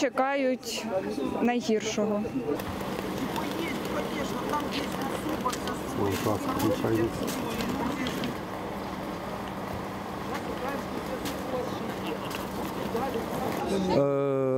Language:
Ukrainian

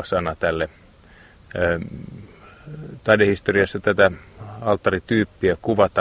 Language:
Finnish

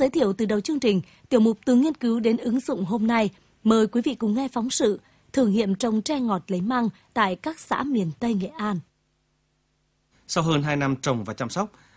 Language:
Vietnamese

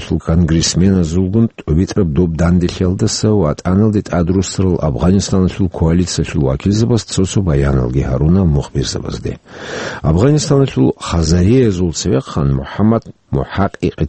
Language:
Avaric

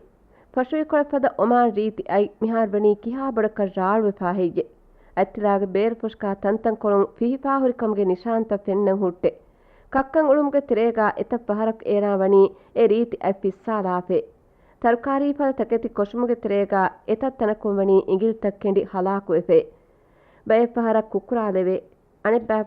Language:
Divehi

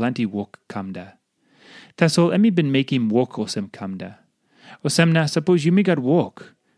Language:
Tok Pisin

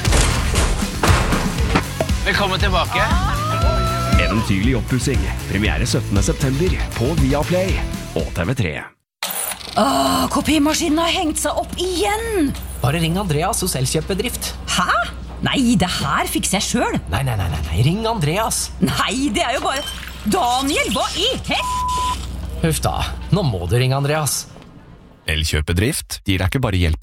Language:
Norwegian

